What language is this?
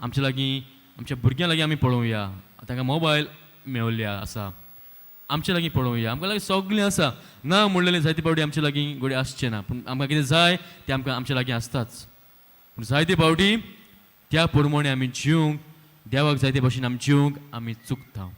Konkani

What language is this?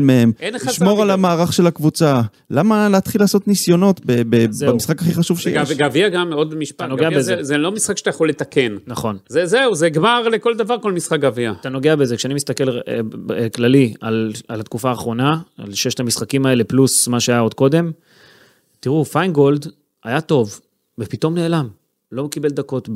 Hebrew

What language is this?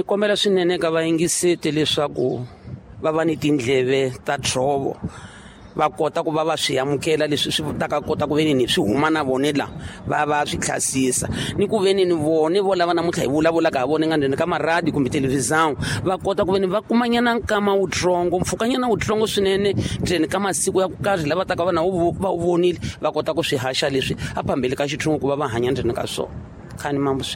Tsonga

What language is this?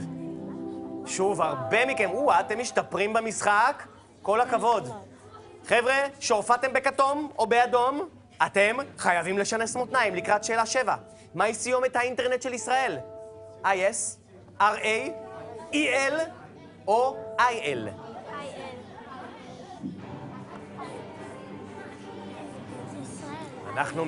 Hebrew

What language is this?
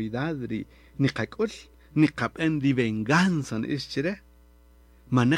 Kaqchikel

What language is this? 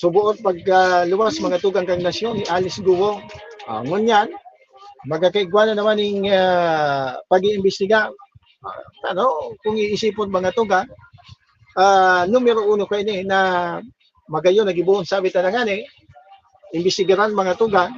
Bikol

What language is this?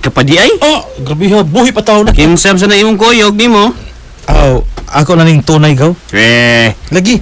Cebuano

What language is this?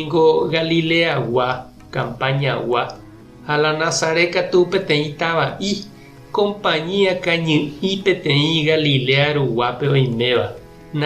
Guarani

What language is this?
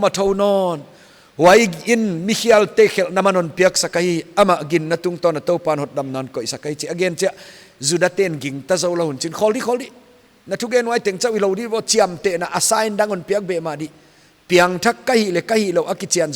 Paite Chin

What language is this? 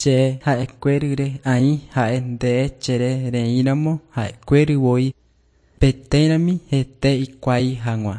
Guarani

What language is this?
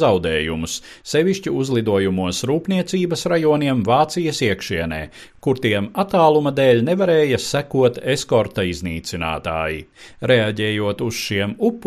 Latvian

